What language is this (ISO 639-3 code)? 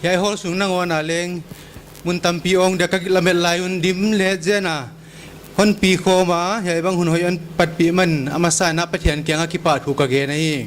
pck